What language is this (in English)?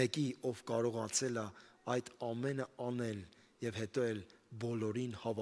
Armenian